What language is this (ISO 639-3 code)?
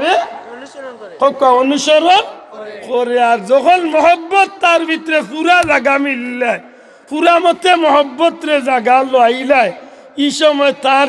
syl